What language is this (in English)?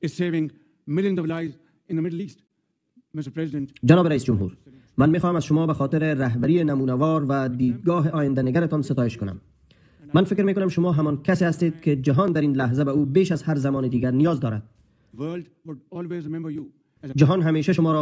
Persian